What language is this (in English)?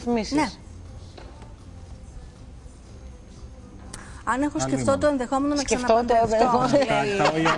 Greek